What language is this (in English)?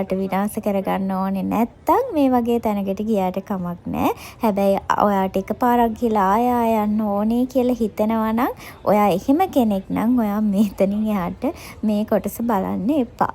Sinhala